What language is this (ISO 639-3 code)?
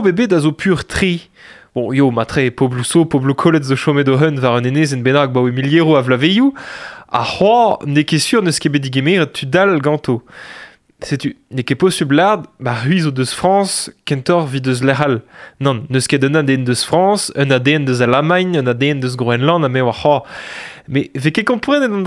bre